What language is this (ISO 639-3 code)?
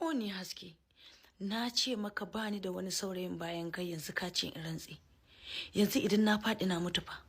hau